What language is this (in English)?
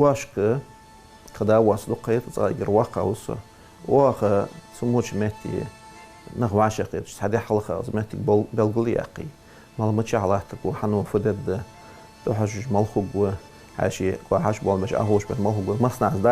Ingush